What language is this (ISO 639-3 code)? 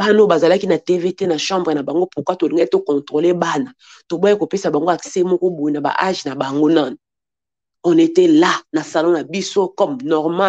lin